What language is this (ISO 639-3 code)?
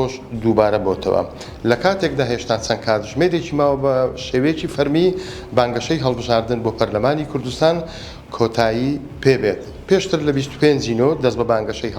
ckb